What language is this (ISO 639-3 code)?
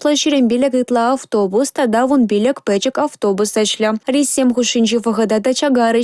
chv